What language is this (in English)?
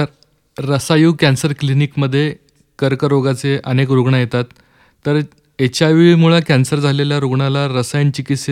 Marathi